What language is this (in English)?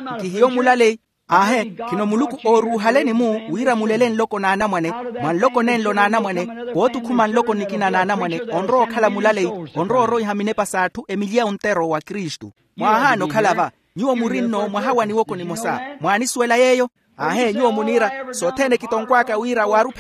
Makhuwa